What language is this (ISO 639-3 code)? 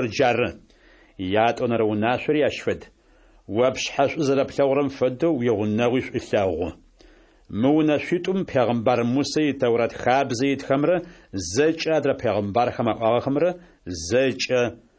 ady